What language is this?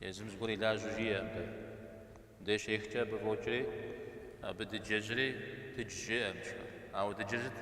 Kabardian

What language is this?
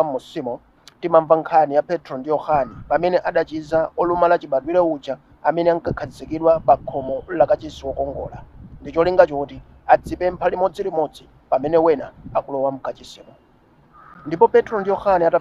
Nyanja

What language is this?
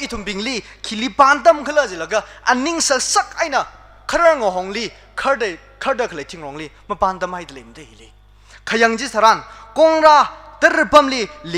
Tangkhul Naga (India)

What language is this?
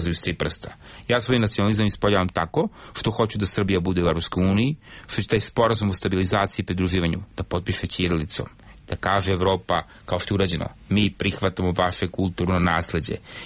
Serbian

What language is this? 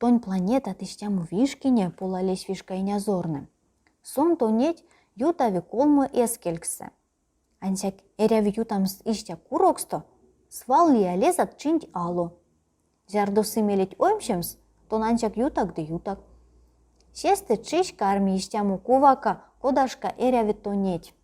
Erzya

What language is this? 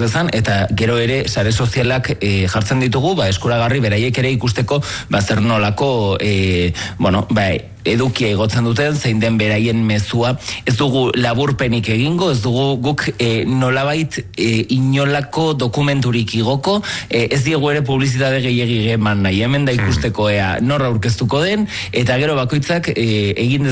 Basque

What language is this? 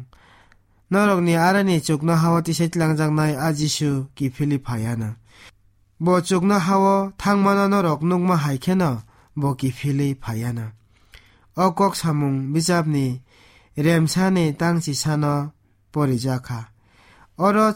Kok Borok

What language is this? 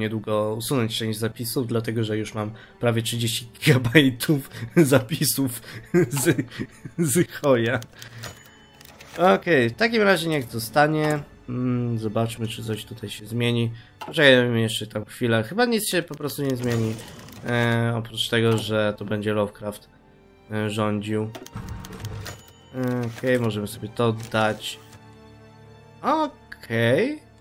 Polish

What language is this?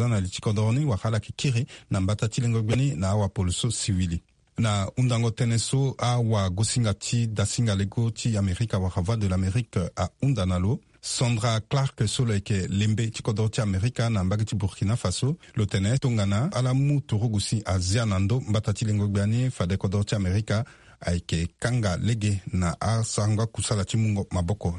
Sango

